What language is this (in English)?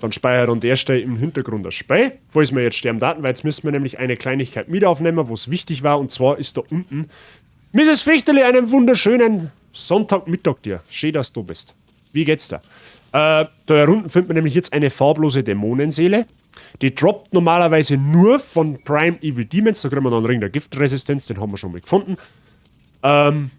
Bavarian